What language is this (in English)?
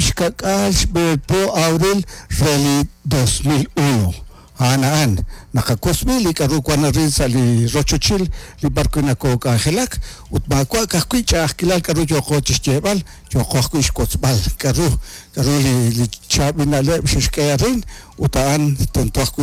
Kekchí